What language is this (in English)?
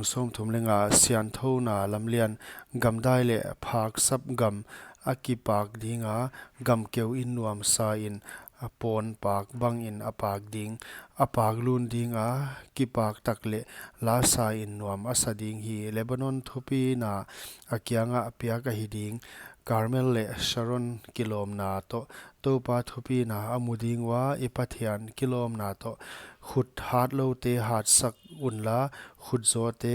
Paite Chin